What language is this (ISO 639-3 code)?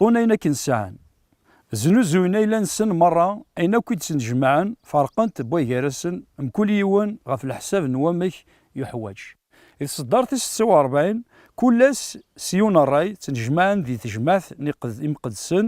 kab